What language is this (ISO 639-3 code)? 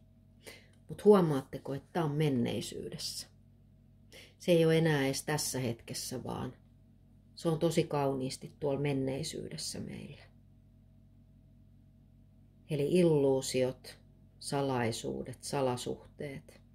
fin